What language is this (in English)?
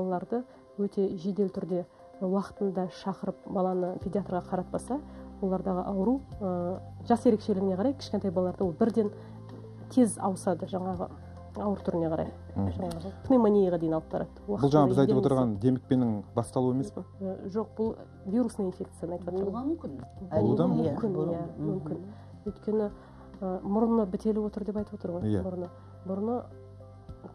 Kazakh